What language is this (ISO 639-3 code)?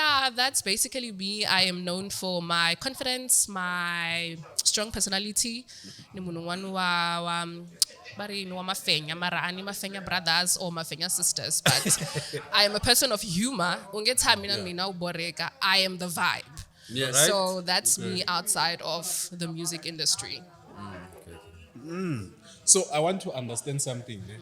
tso